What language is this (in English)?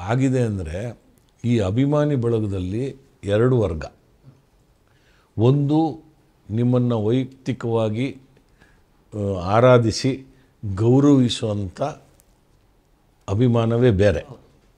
Kannada